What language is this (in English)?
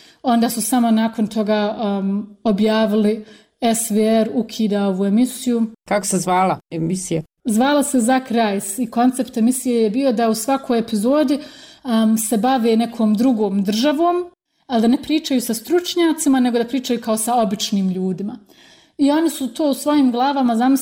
Bosnian